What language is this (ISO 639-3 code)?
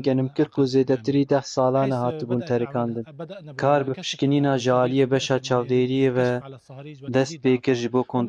kur